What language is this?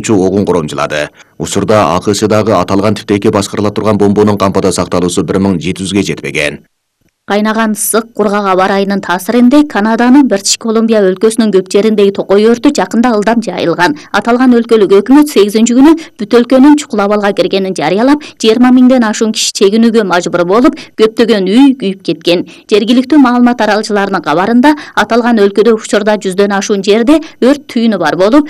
Kyrgyz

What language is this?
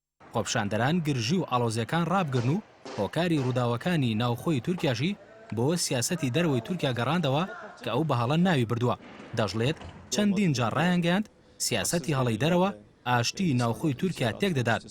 Central Kurdish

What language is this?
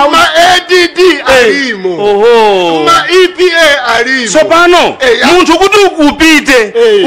Nyanja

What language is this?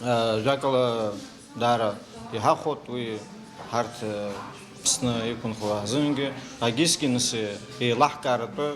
Abkhazian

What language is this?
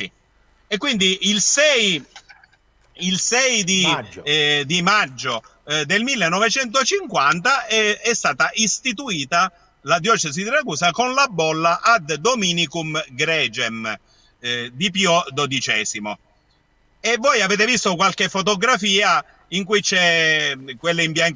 Italian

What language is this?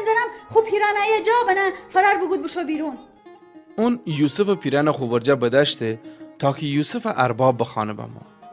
Gilaki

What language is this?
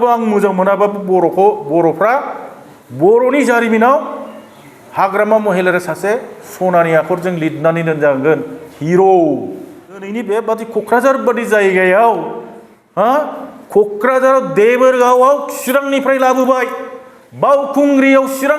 Bodo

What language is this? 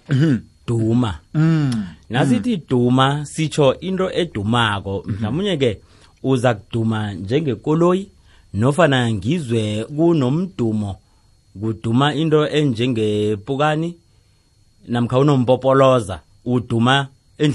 South Ndebele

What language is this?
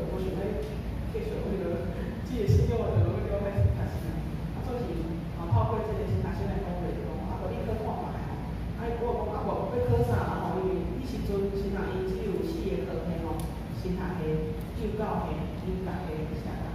Min Nan Chinese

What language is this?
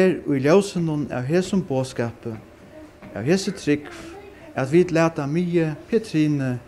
Faroese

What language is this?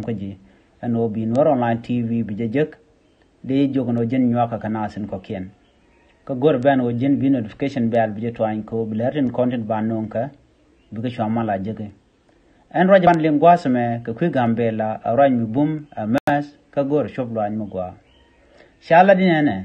Nuer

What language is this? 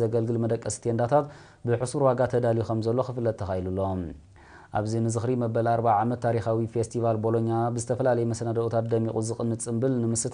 Tigrinya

